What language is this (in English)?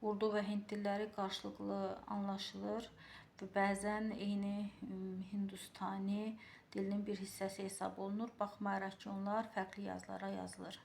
Azerbaijani